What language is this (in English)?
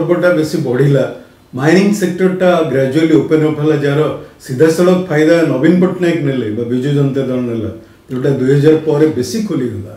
Odia